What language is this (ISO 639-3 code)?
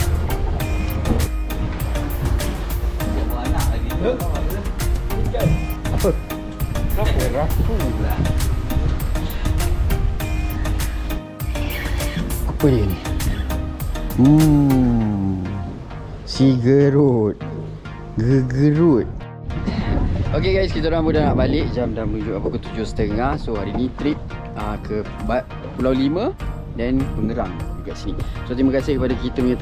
msa